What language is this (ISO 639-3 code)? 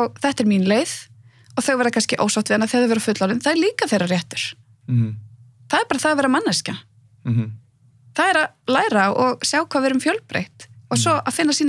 isl